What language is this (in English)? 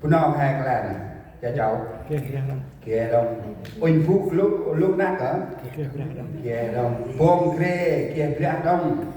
Central Mnong